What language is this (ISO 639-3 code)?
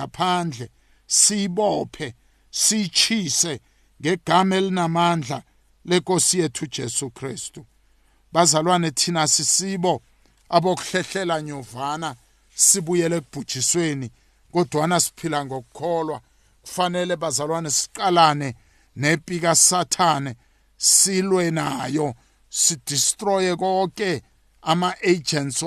nbl